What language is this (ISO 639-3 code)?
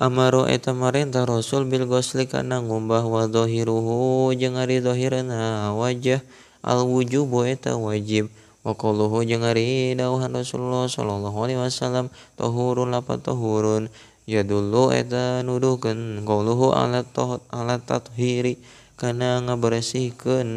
sun